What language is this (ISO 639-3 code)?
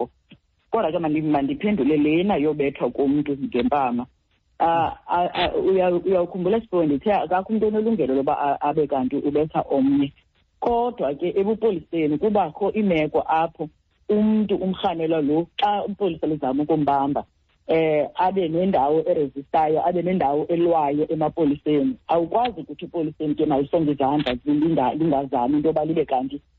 xho